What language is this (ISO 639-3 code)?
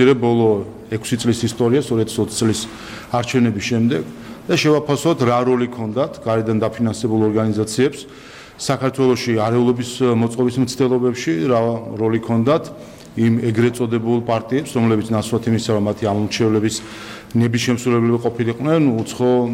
kat